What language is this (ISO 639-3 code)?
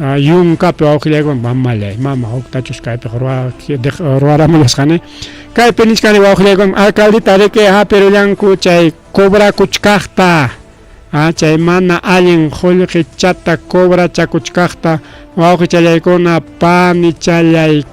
quy